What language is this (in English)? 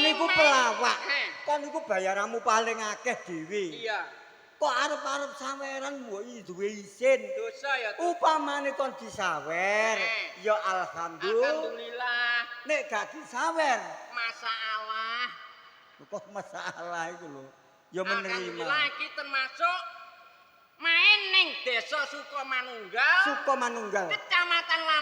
Javanese